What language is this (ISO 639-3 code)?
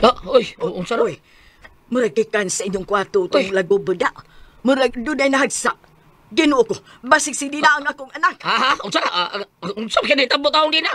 ceb